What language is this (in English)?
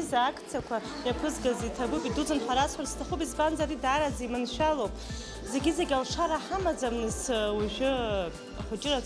Abkhazian